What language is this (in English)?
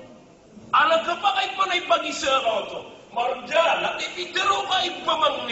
Maranao